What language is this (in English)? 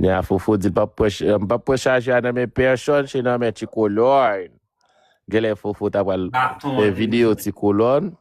Haitian Creole